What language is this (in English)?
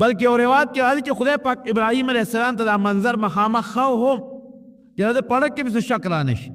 Pashto